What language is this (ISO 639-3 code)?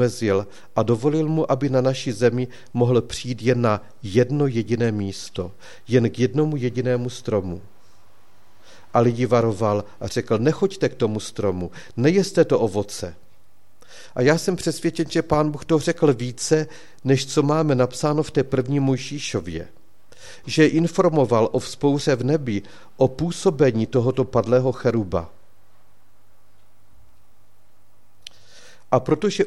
ces